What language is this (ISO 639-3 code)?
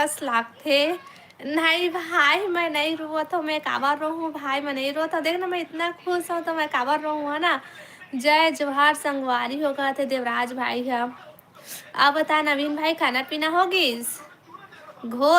hne